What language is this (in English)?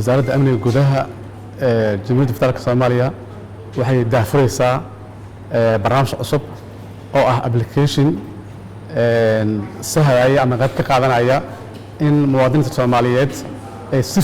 Somali